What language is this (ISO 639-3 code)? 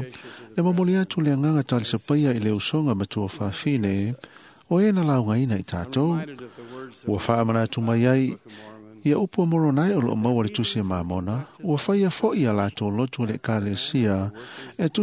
smo